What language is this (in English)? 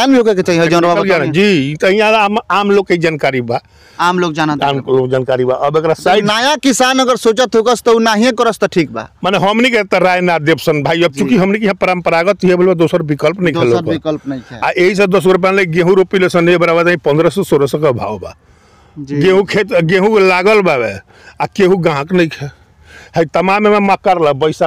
Bhojpuri